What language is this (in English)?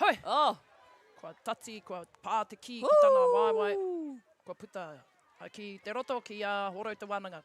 Māori